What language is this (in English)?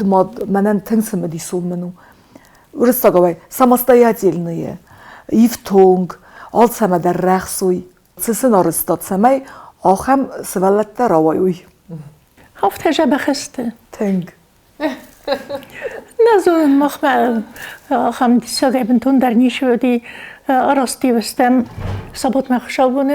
Ossetic